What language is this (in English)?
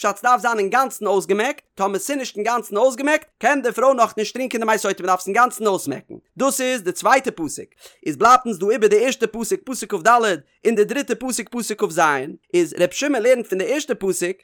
Yiddish